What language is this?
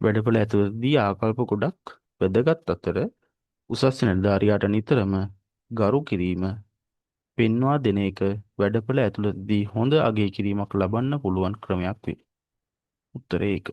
Sinhala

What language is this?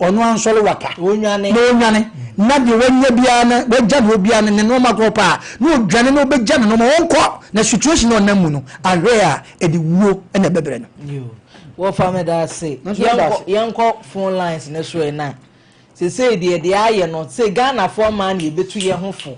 Akan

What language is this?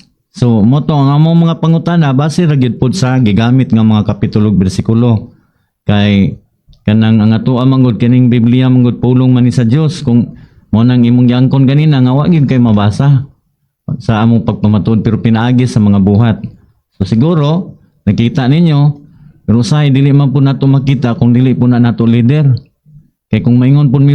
Cebuano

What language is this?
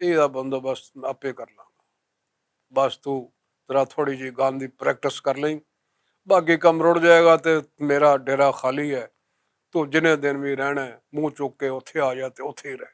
Western Panjabi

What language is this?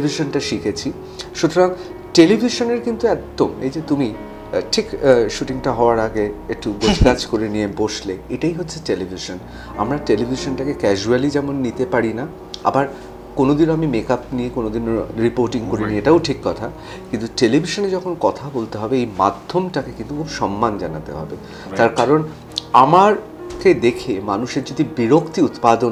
Bangla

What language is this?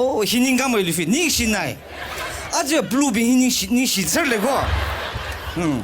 Tangkhul Naga (India)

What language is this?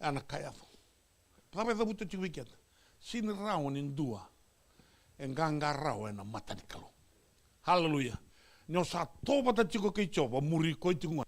Fijian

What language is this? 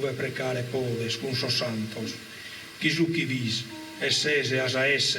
Sardinian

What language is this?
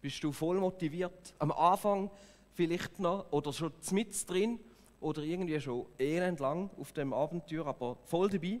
Swiss German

